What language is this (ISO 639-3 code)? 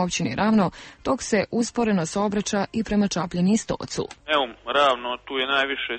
hrv